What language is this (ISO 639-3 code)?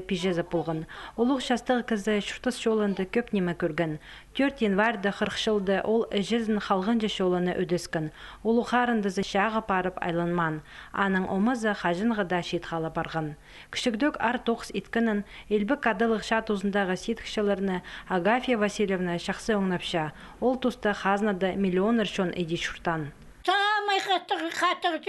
kjh